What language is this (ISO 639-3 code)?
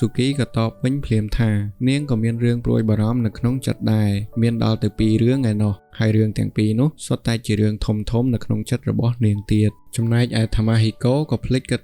khm